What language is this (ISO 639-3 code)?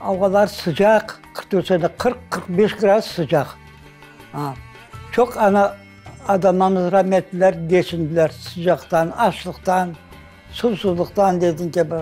crh